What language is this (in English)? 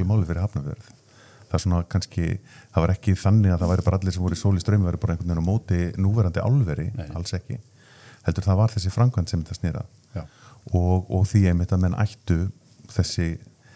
Icelandic